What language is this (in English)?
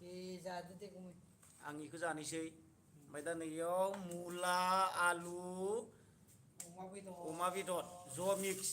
Bodo